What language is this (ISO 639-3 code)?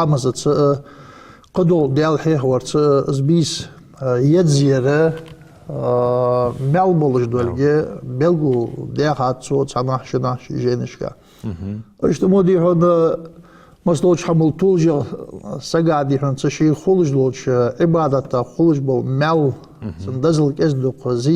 inh